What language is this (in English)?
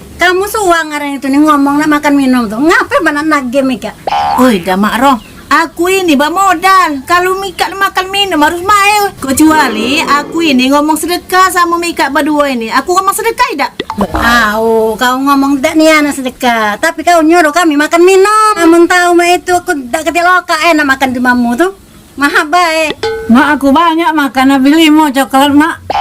Musi